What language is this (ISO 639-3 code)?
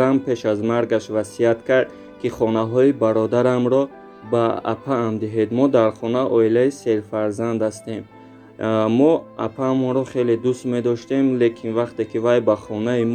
tgk